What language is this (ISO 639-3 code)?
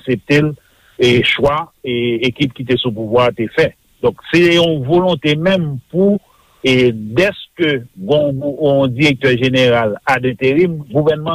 hat